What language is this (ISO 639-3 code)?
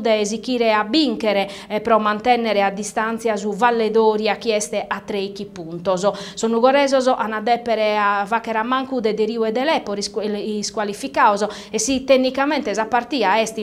srd